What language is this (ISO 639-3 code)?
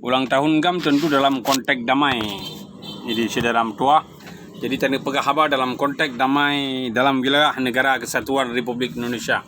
ace